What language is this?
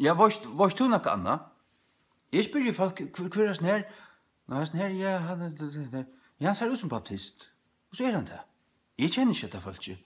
Faroese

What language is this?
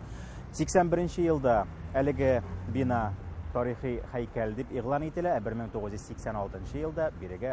Tatar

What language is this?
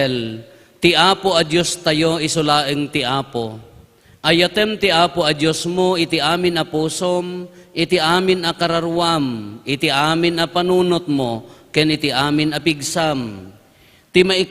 Iloko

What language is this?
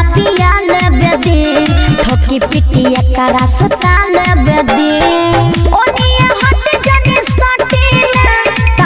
Bhojpuri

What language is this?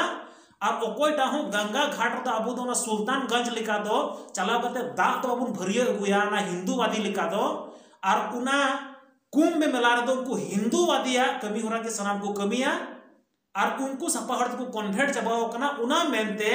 Santali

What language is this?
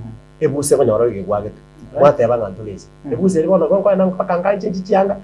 Gusii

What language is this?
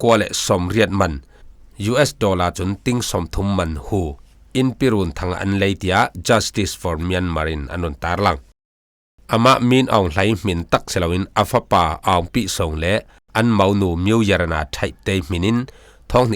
Falam Chin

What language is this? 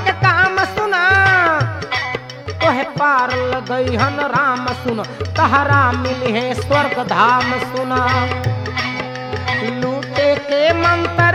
Bhojpuri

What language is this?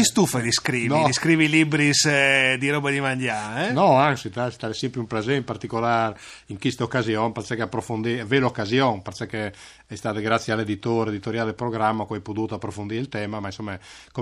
Friulian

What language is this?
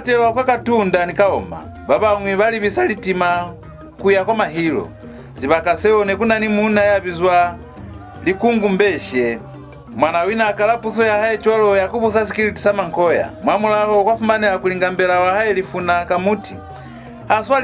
Lozi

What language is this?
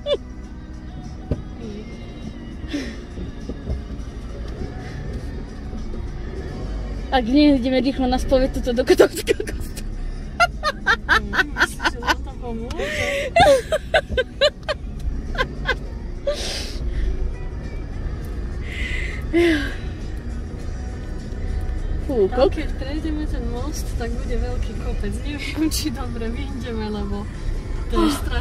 Slovak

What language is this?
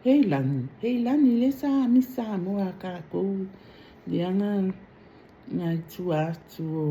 Samoan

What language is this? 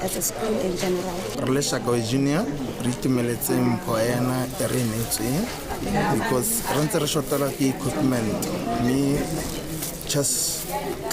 Tswana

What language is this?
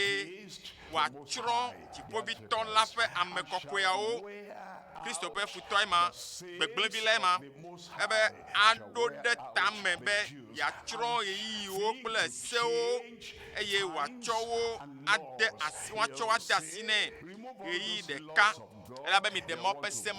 Ewe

